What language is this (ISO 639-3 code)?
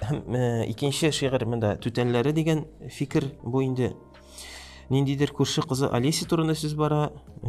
tat